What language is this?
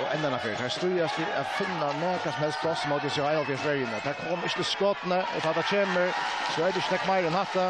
Faroese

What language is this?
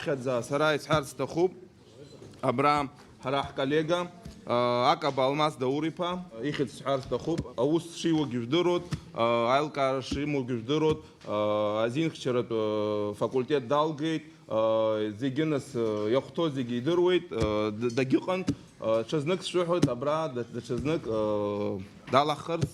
Abkhazian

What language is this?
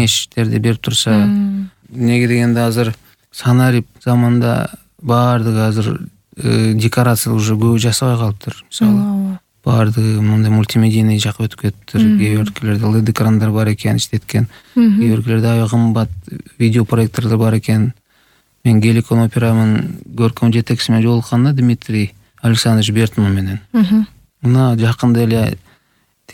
Kyrgyz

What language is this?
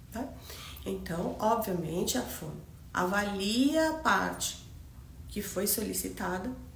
Portuguese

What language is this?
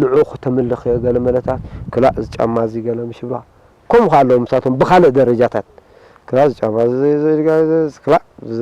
Tigrinya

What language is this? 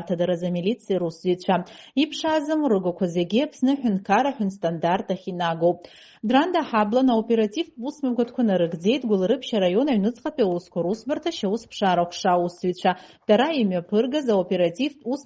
Abkhazian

